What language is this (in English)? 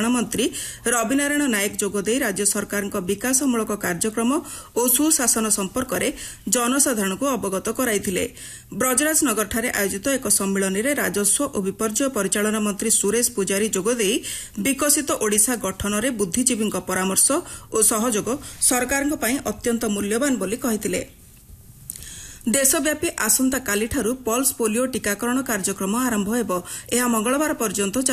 Odia